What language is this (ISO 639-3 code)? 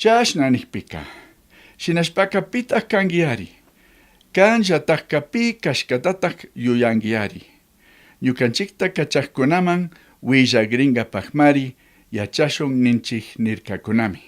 qug